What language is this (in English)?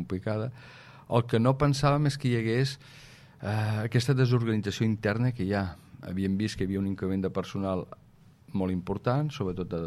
Catalan